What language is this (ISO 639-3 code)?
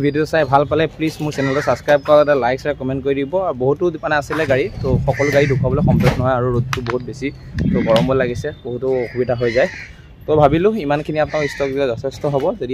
asm